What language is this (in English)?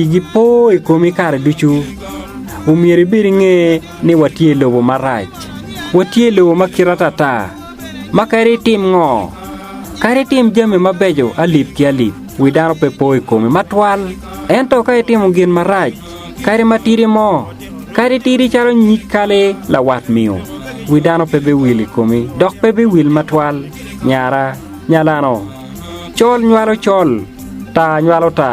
Acoli